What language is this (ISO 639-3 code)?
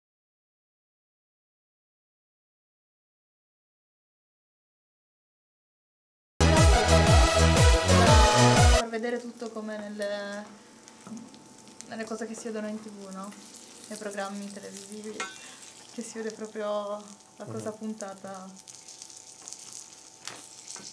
ita